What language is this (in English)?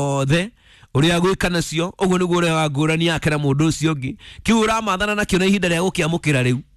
Kikuyu